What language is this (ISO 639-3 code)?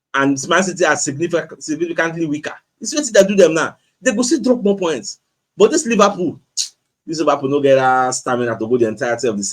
pcm